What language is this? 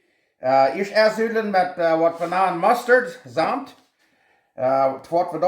Plautdietsch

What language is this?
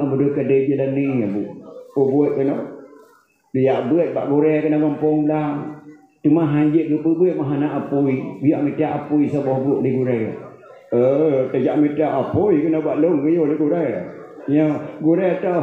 Achinese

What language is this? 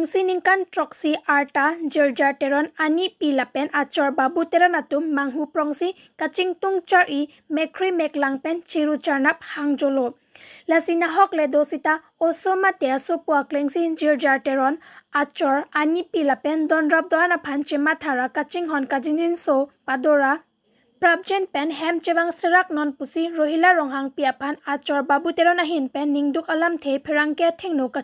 Karbi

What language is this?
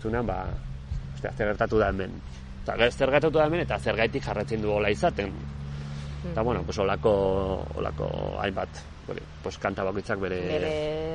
Basque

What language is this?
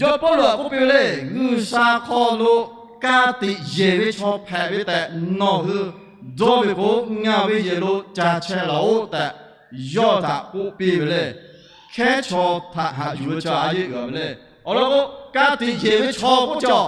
Lahu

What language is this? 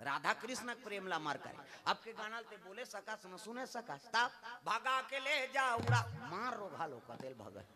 Chhattisgarhi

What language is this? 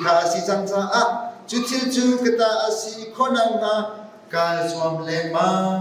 Hakha Chin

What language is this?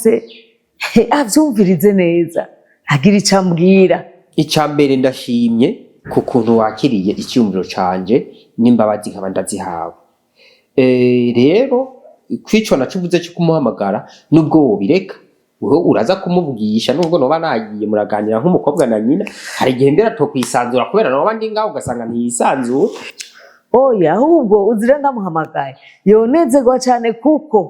Rundi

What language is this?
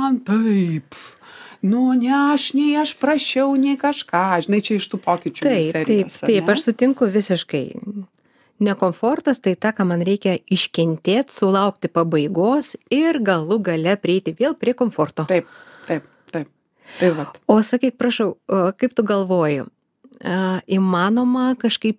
Lithuanian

